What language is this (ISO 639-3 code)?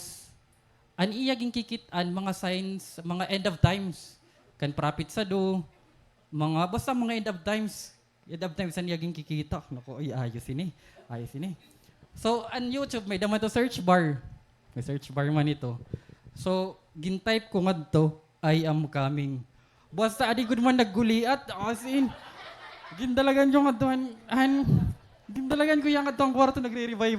war